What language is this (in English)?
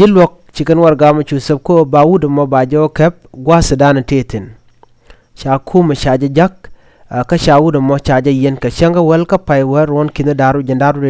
Nuer